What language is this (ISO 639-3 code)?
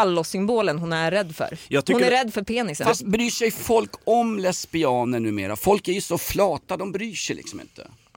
swe